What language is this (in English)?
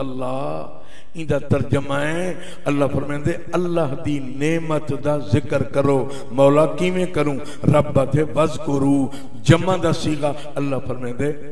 Saraiki